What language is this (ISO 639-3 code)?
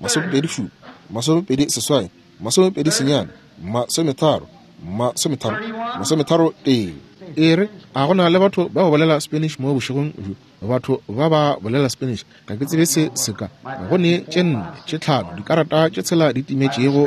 nso